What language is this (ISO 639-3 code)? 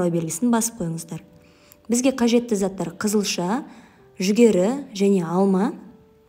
kaz